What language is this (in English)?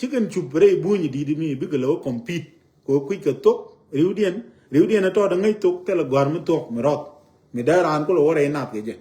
Nuer